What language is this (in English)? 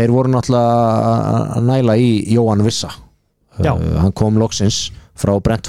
Icelandic